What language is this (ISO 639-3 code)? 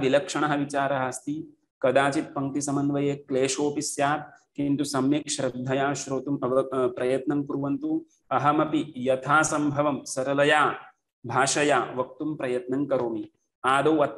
san